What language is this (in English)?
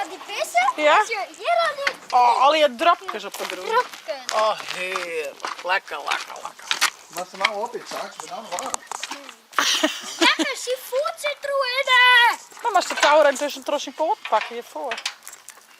Western Frisian